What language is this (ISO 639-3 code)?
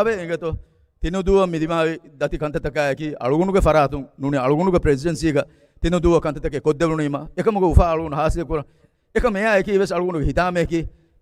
div